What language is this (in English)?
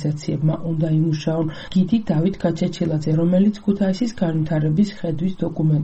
Georgian